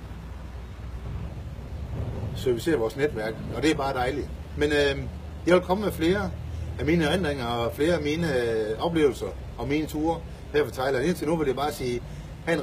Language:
Danish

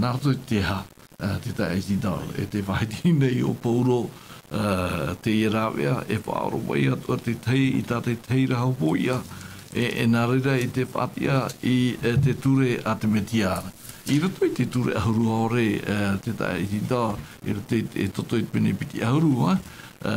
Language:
Tahitian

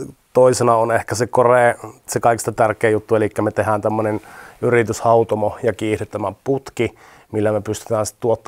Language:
Finnish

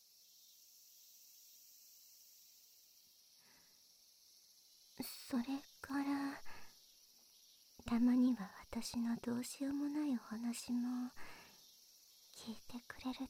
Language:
Japanese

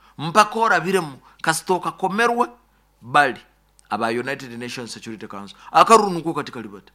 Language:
Nyankole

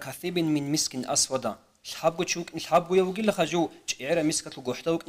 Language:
Avaric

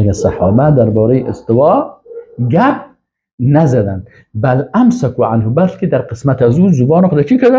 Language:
Persian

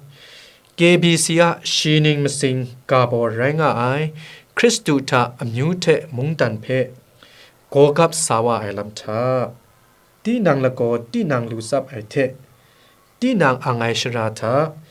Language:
Kachin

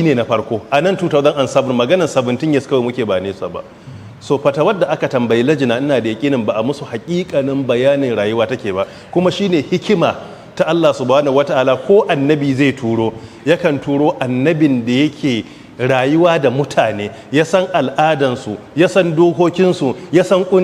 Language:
Hausa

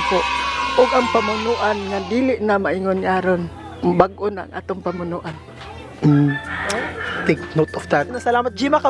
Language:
Cebuano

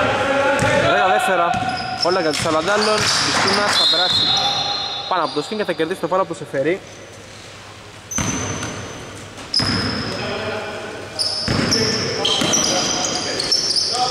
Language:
Greek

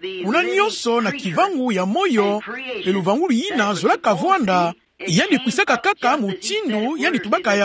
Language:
Kituba (Democratic Republic of Congo)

